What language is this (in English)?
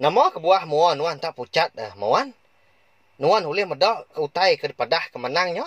Iban